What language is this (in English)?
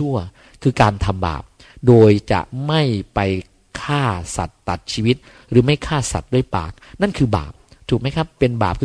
Thai